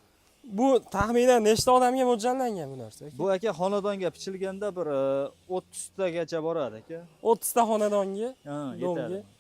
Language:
Uzbek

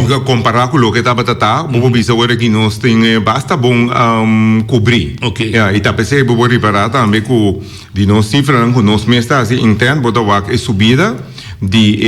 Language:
Papiamento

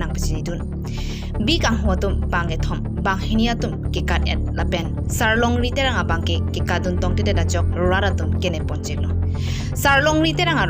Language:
Karbi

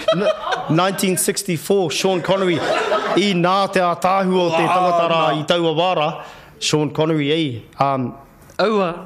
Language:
Māori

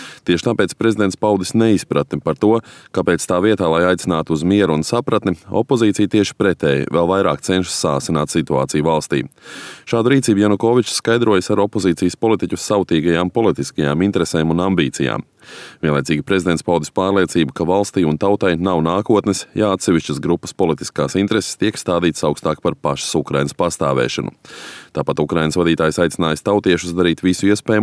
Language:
Latvian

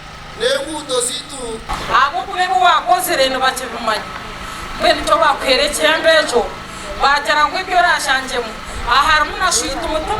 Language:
Nyankole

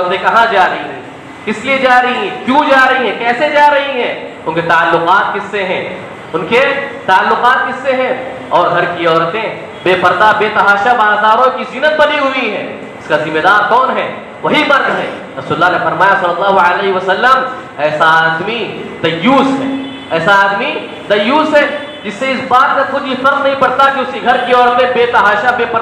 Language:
Urdu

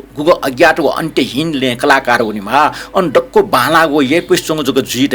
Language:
Newari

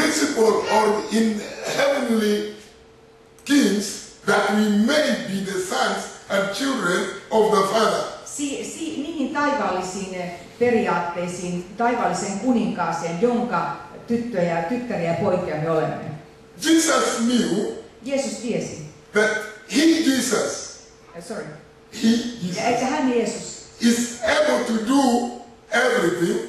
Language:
Finnish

